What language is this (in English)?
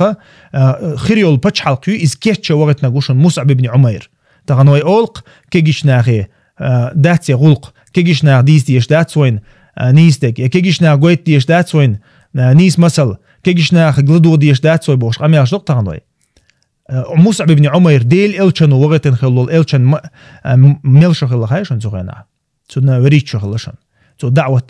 Chechen